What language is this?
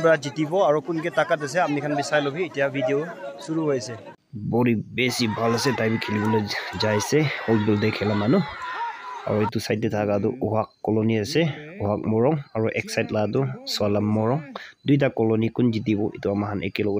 Naga Pidgin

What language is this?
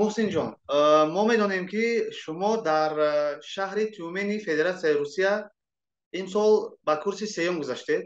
Tajik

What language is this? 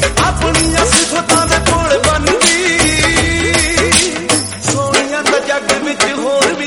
Punjabi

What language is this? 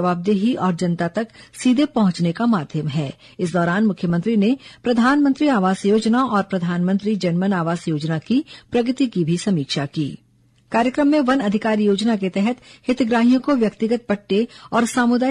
Hindi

